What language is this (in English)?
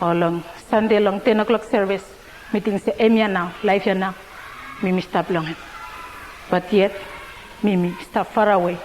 Bislama